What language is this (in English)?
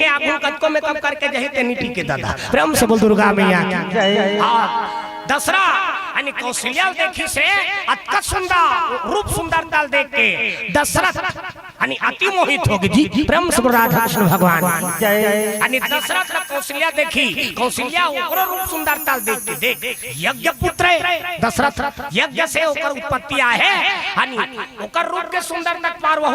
Chhattisgarhi